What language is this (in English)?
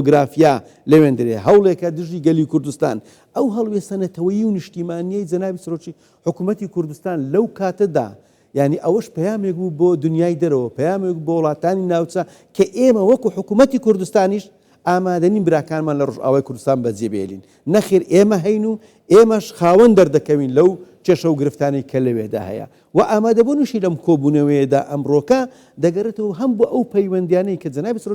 Central Kurdish